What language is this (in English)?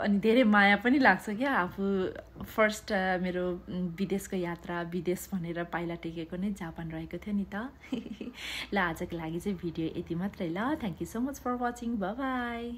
Nepali